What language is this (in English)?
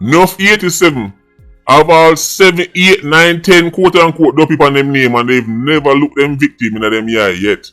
Jamaican Creole English